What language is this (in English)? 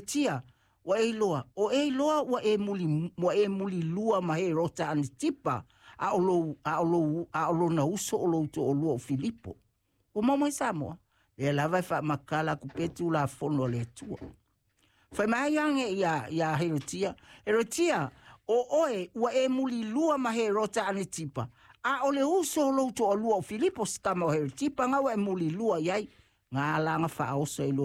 Samoan